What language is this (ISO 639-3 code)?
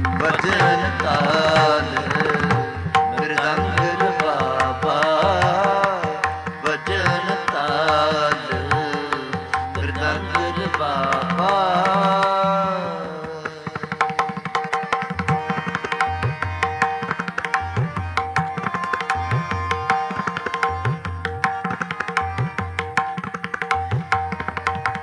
pan